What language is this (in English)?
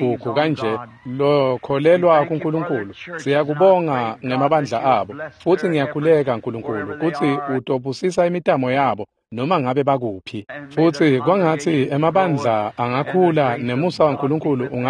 Swati